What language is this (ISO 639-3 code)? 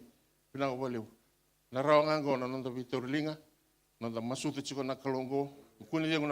fij